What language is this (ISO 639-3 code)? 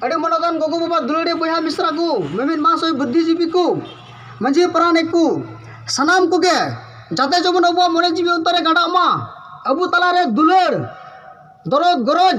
sat